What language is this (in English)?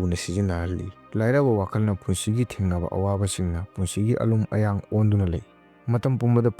Manipuri